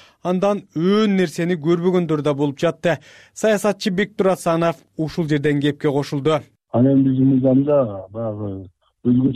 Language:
Kyrgyz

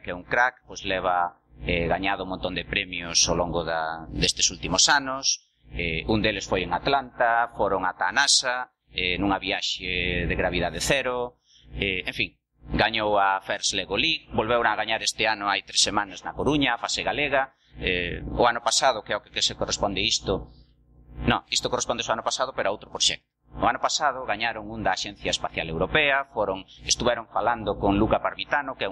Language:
Galician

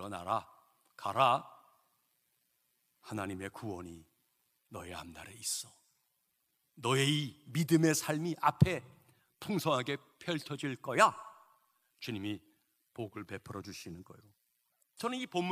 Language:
Korean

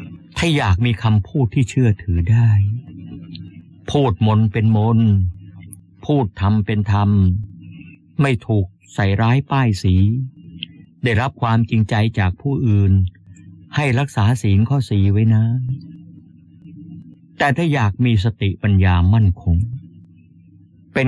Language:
Thai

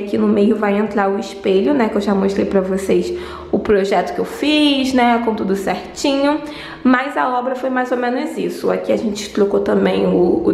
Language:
Portuguese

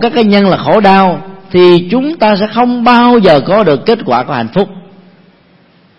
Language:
Vietnamese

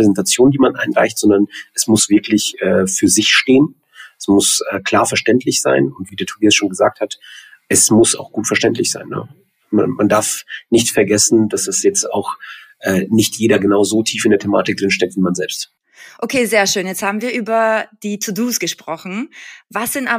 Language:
German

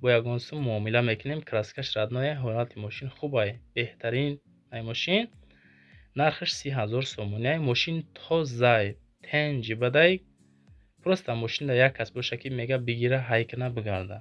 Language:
Tajik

